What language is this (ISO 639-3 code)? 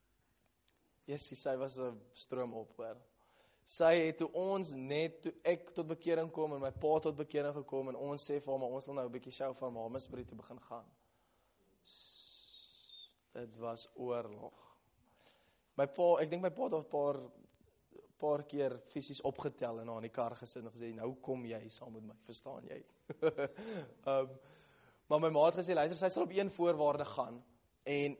afr